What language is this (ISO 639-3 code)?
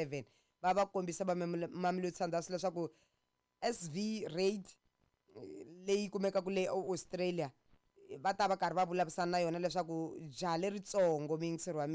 tso